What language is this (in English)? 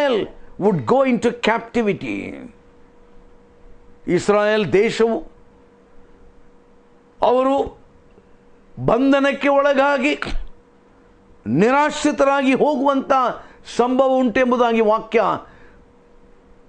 Kannada